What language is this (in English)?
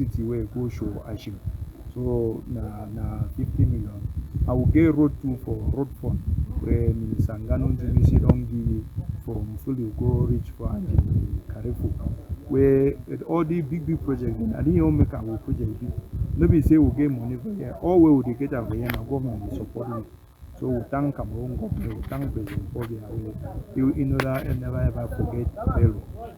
Cameroon Pidgin